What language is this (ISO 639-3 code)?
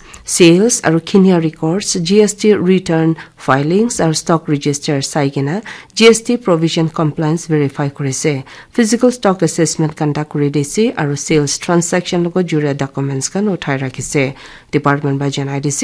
nag